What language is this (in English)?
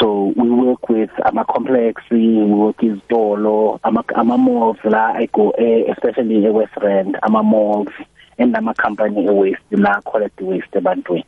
South Ndebele